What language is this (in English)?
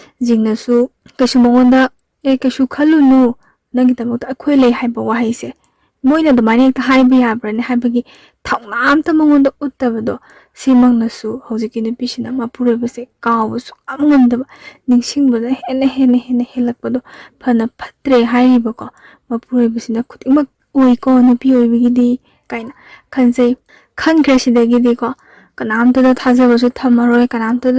Manipuri